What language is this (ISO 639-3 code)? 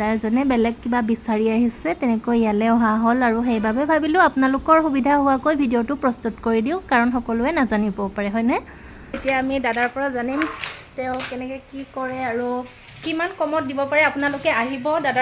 asm